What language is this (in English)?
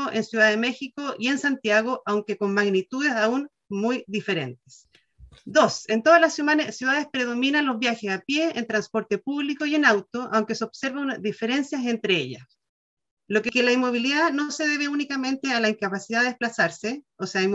Spanish